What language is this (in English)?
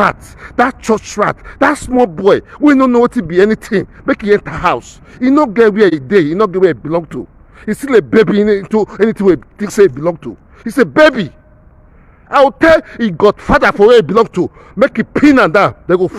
Nigerian Pidgin